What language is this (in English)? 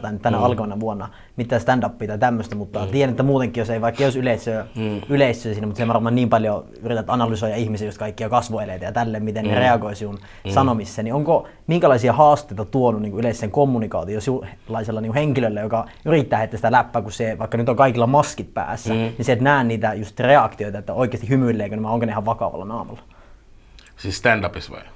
Finnish